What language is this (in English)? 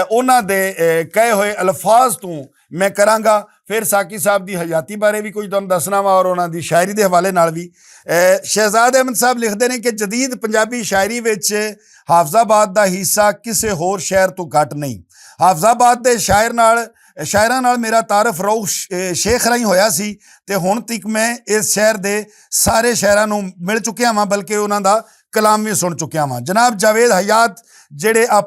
Western Panjabi